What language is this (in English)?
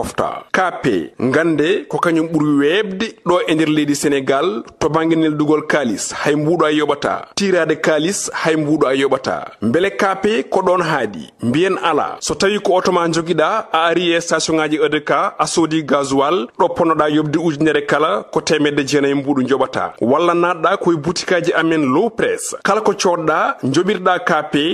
Fula